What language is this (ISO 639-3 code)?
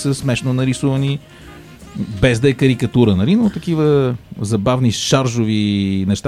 bul